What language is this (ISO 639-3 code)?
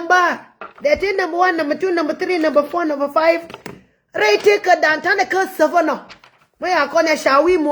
nus